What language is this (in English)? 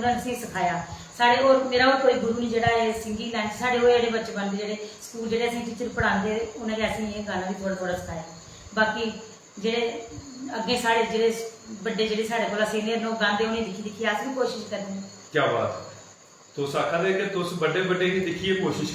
Dogri